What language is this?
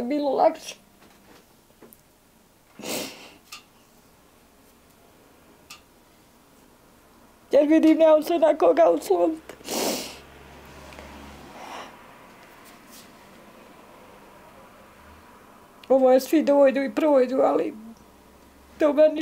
Bosnian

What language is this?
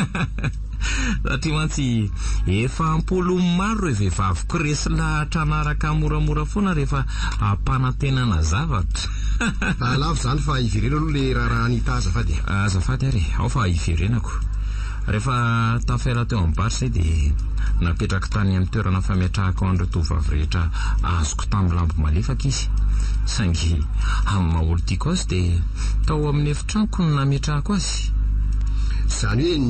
Malagasy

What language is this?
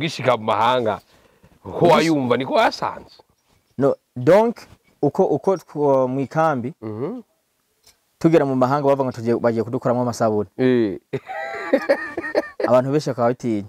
Rundi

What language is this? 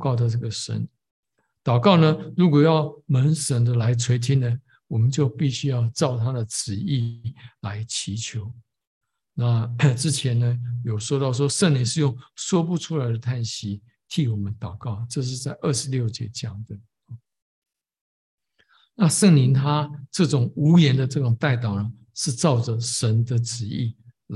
Chinese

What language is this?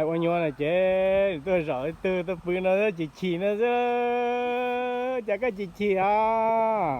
Hmong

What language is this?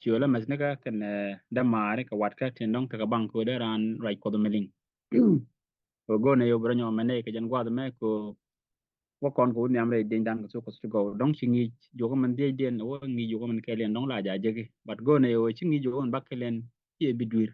Nuer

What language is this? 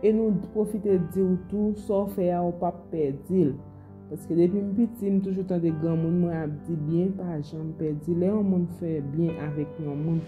Haitian Creole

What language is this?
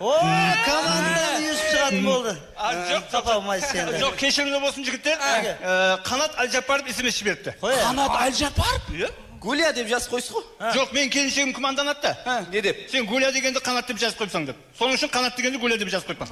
Kara-Kalpak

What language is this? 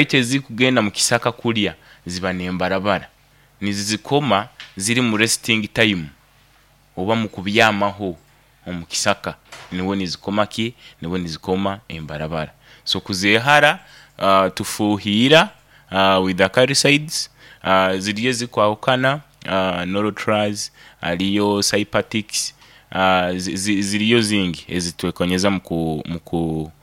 Nyoro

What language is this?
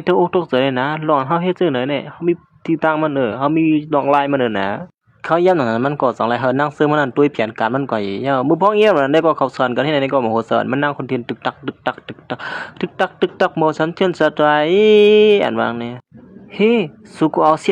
Shan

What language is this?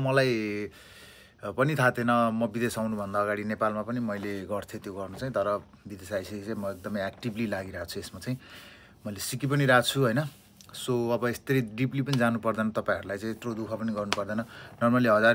Nepali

